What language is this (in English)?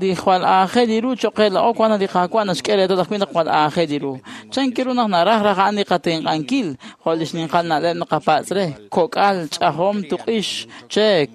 Kekchí